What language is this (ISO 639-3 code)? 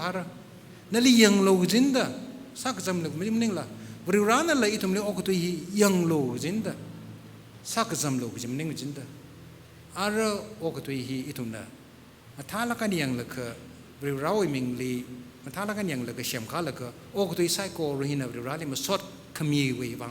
nmf